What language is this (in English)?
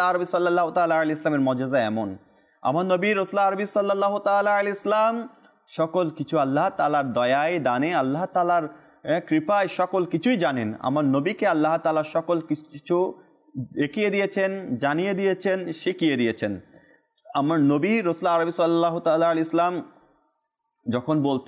Bangla